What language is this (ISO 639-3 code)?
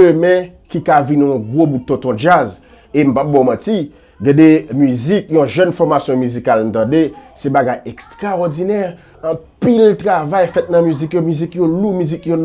hat